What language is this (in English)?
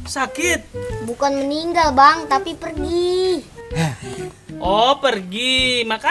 Betawi